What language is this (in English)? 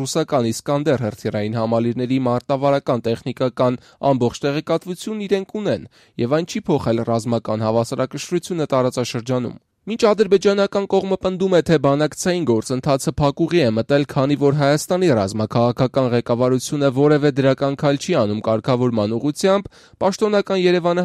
Armenian